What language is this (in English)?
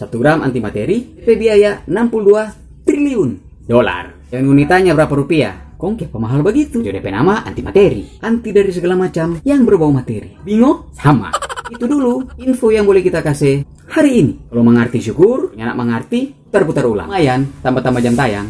Manado Malay